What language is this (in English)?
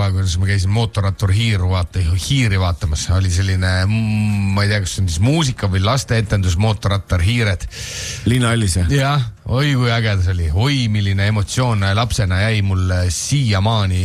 Estonian